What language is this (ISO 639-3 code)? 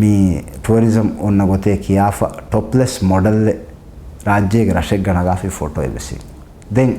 div